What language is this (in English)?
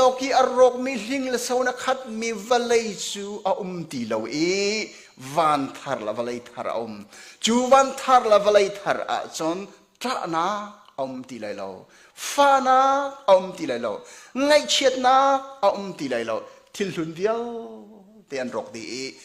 Hakha Chin